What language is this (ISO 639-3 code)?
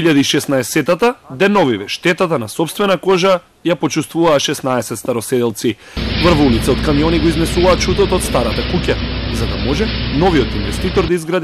mkd